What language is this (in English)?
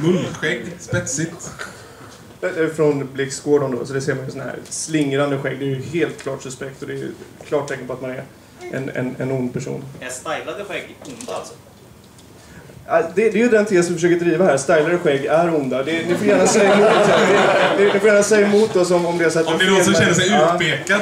Swedish